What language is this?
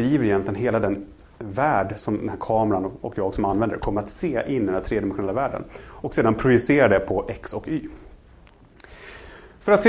Swedish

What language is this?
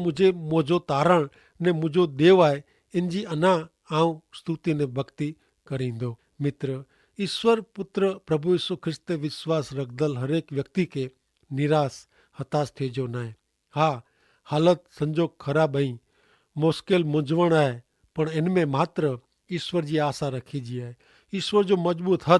Kachhi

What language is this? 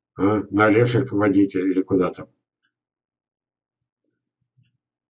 Russian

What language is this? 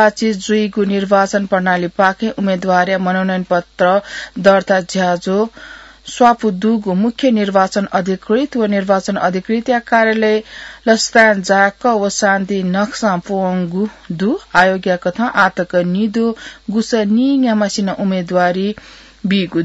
Newari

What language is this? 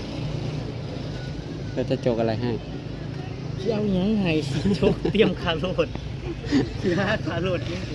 Northeastern Thai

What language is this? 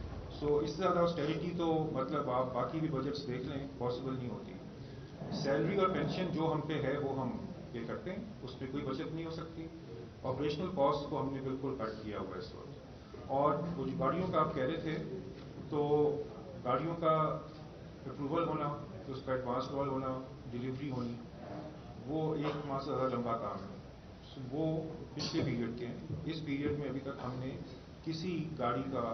Urdu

